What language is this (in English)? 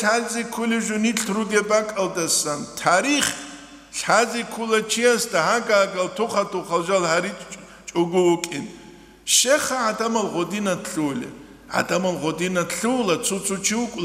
Avaric